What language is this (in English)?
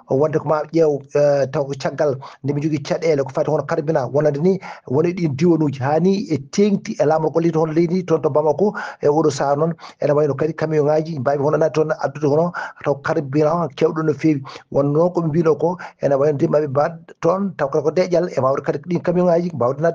Fula